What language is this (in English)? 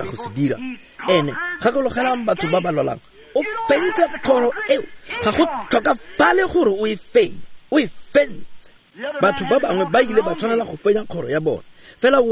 Tswana